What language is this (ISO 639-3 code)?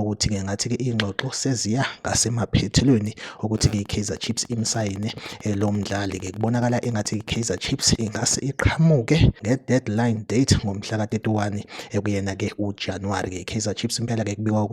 zul